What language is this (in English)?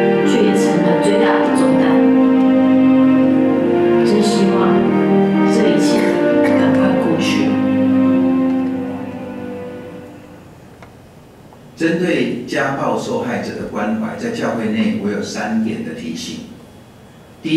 Chinese